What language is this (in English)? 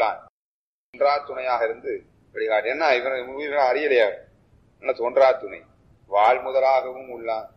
Tamil